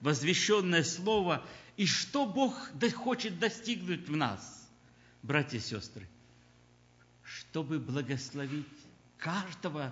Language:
Russian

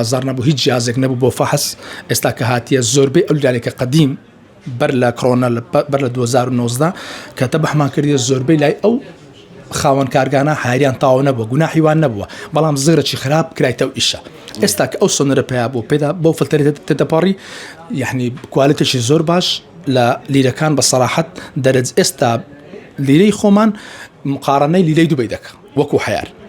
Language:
Central Kurdish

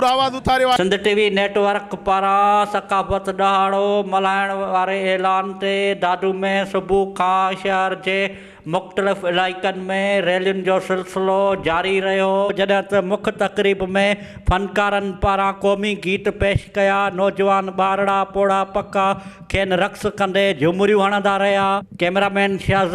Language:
Sindhi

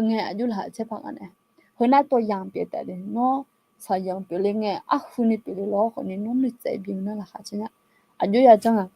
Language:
Akha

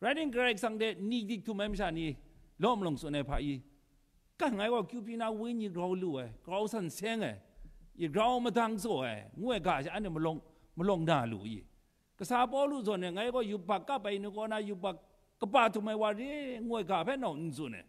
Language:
Kachin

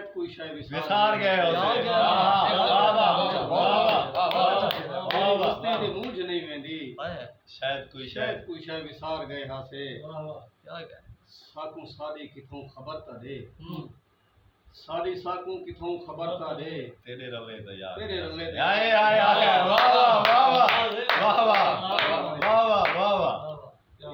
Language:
Saraiki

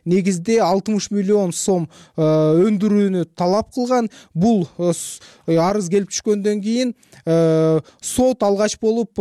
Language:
Kyrgyz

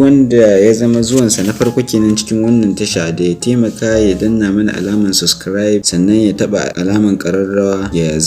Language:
Hausa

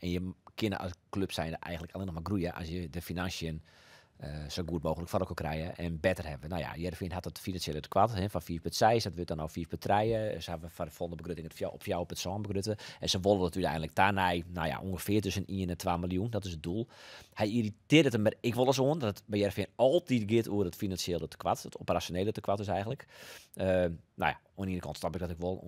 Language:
Western Frisian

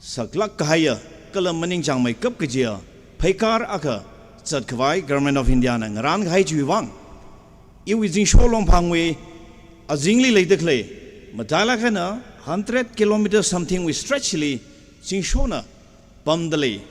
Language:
Tangkhul Naga (India)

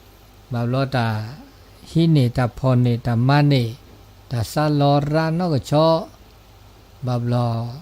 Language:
S'gaw Karen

